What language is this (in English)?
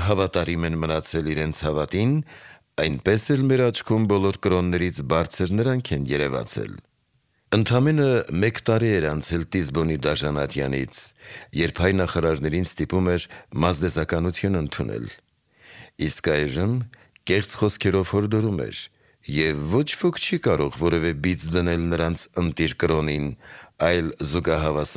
Armenian